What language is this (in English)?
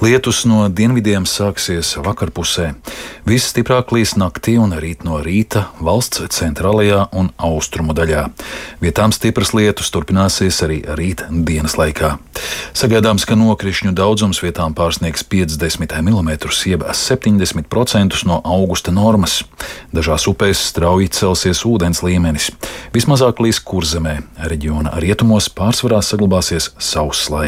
Latvian